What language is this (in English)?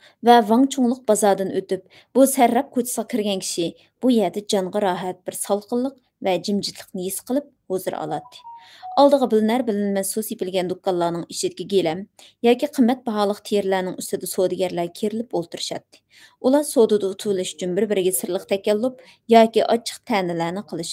Uyghur